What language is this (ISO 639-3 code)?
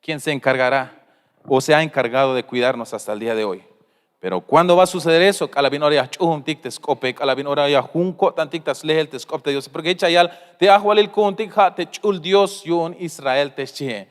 tzh